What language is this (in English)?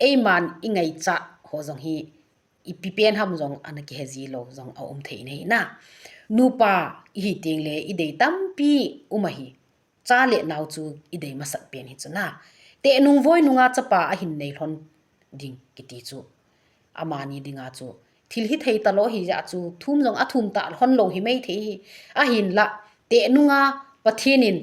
Thado Chin